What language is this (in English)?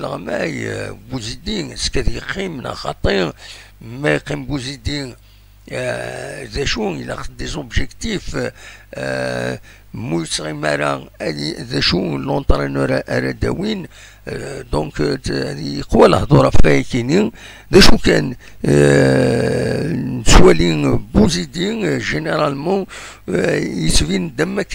Kabyle